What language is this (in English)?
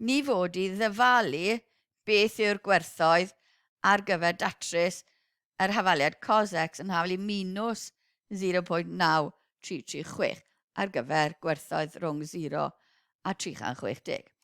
Welsh